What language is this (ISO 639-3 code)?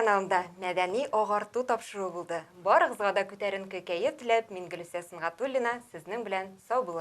tat